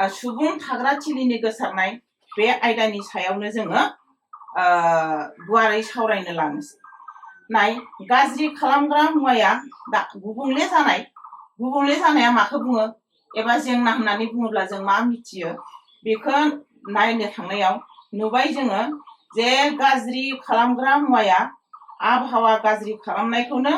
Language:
Bodo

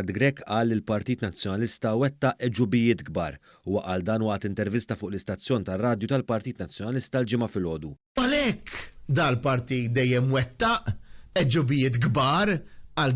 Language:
Maltese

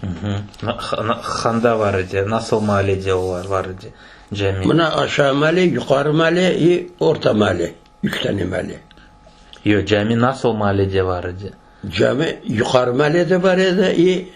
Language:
Crimean Tatar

